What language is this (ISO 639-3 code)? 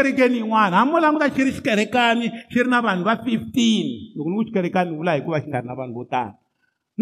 tso